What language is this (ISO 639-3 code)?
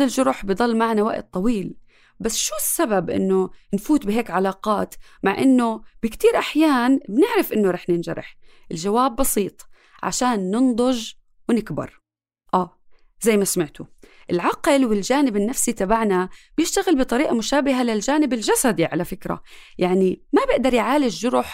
apc